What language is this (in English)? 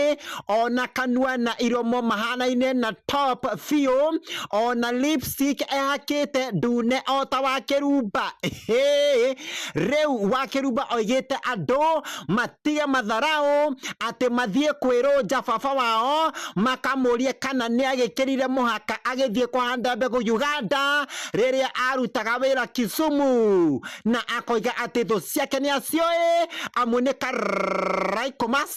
Kikuyu